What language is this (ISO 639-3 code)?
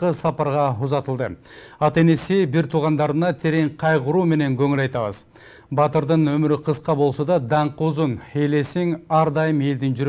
kir